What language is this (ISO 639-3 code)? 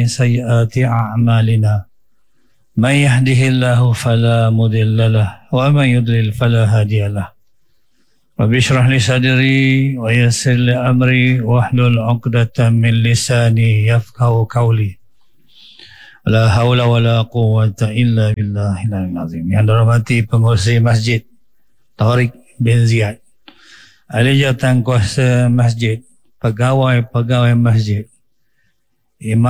msa